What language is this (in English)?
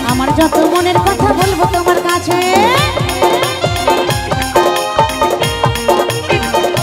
Bangla